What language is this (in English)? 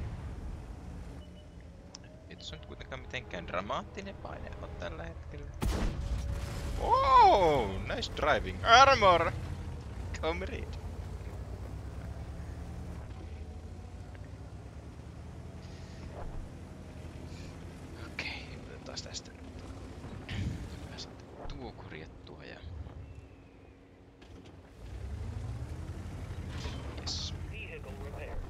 Finnish